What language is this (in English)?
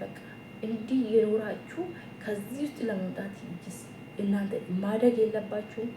Amharic